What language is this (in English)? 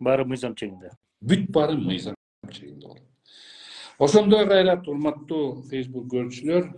Kyrgyz